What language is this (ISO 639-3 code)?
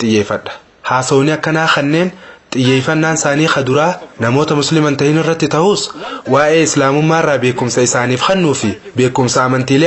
orm